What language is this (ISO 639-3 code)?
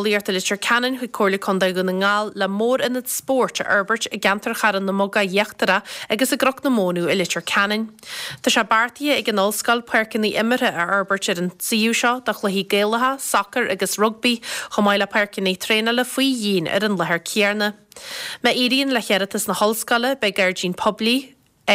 gle